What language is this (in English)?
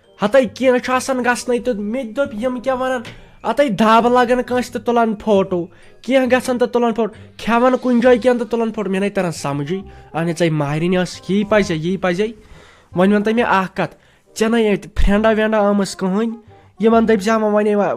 Kashmiri